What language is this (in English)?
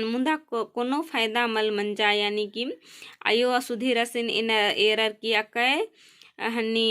Kurukh